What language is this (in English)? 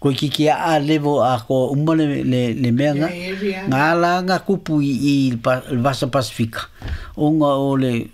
Samoan